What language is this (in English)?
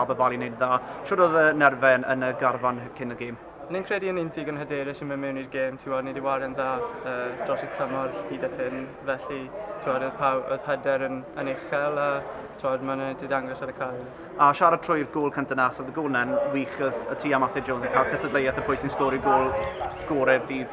Welsh